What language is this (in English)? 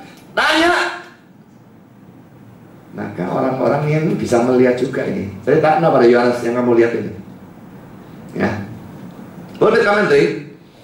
Indonesian